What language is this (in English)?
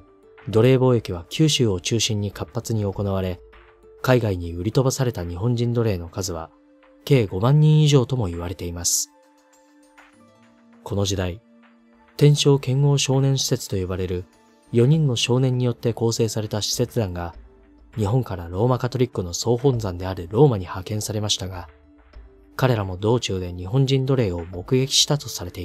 Japanese